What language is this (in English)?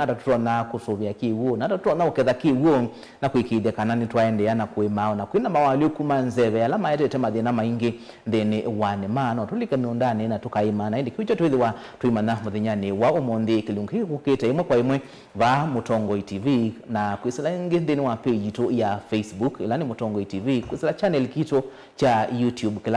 Kamba